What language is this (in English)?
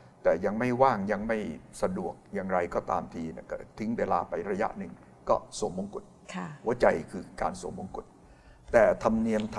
Thai